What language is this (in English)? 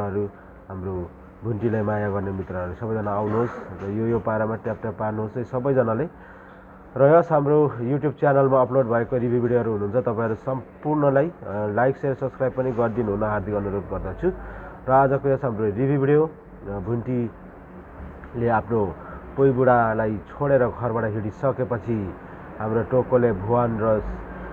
Nepali